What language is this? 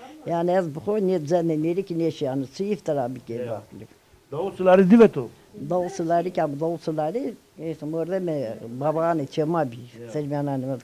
Zaza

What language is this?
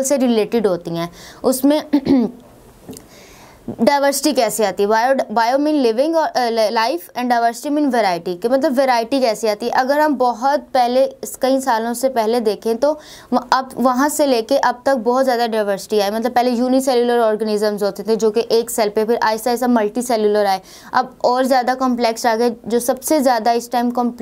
Hindi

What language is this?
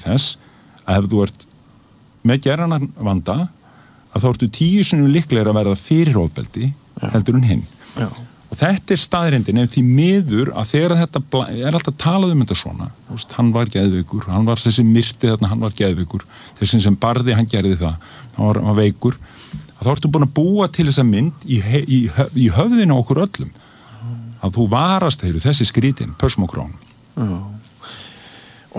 Icelandic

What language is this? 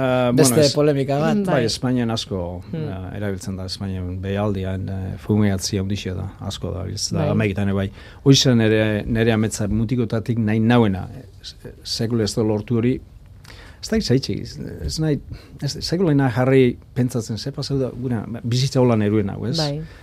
Basque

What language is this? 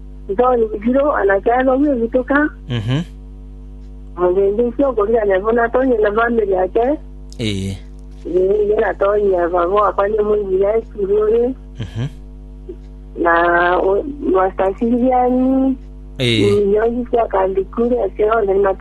Swahili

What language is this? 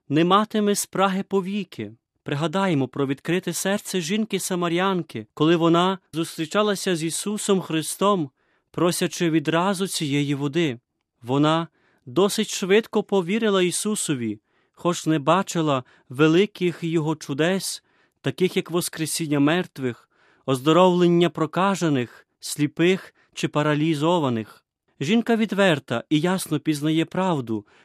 Ukrainian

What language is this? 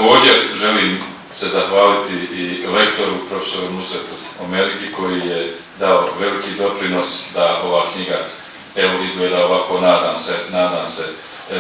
Bosnian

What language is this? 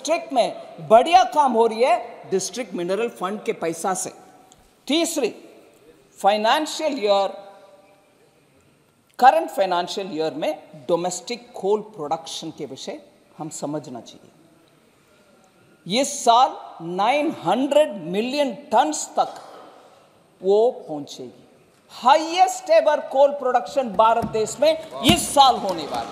Hindi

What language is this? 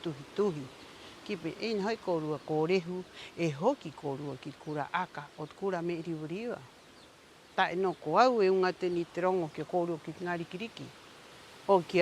Rapanui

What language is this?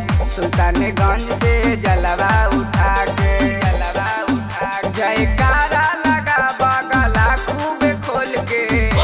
Bhojpuri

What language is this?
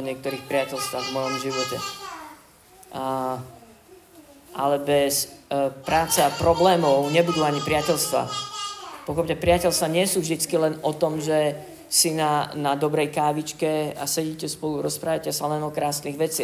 Slovak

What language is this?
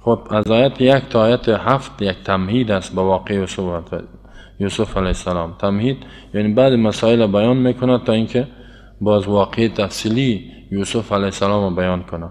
Persian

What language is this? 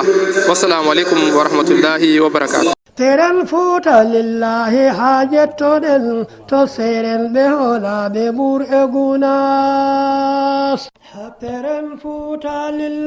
Fula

